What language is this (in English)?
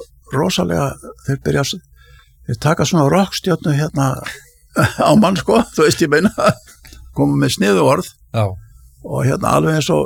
Icelandic